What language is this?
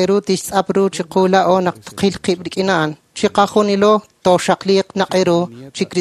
Kekchí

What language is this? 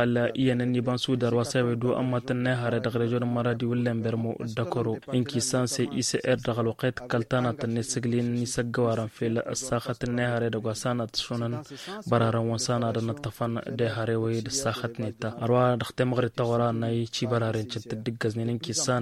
Tamasheq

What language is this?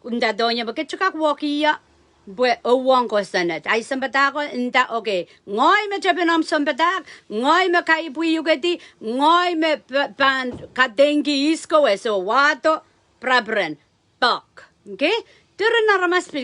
Pohnpeian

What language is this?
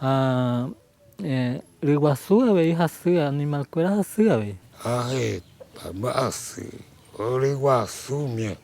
Guarani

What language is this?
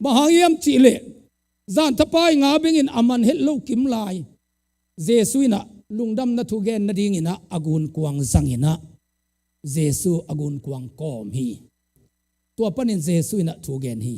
Tedim Chin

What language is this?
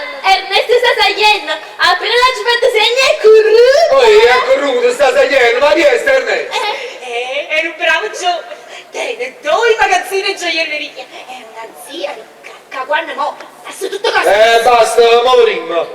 Neapolitan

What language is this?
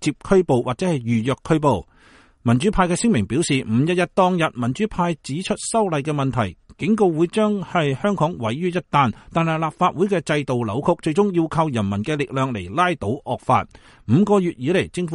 Cantonese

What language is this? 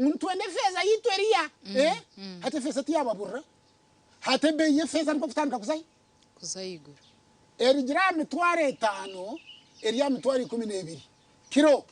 Nyankole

